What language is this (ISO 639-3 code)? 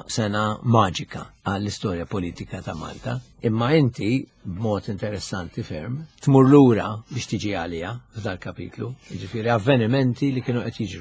mlt